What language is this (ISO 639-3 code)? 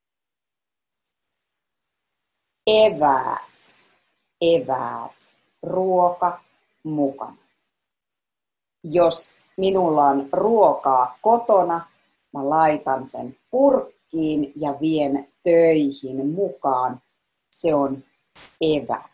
fin